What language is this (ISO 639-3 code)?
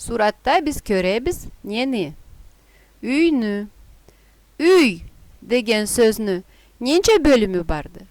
krc